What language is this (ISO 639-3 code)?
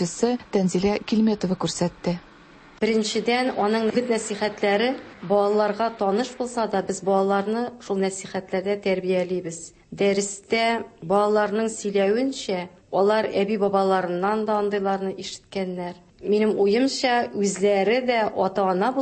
tat